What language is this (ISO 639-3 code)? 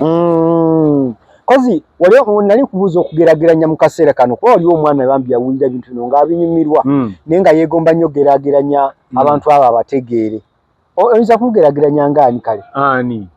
lug